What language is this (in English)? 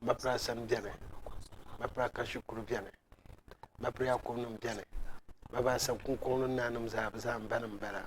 Dagbani